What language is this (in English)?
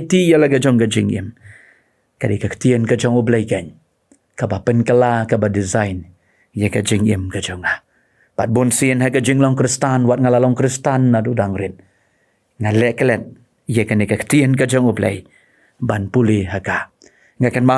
Khasi